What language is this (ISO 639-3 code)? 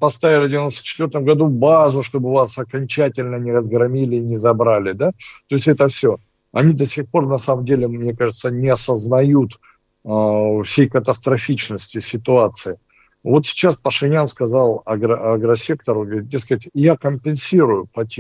rus